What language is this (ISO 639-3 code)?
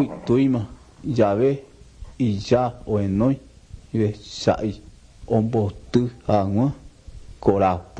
grn